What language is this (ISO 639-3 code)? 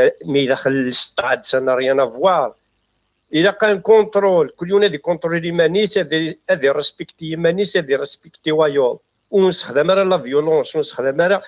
kab